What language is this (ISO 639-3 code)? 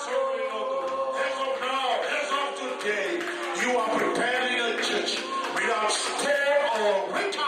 fij